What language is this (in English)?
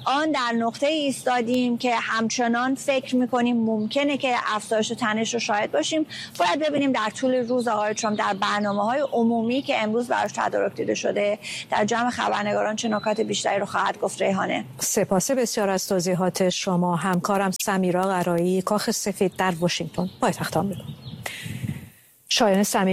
Persian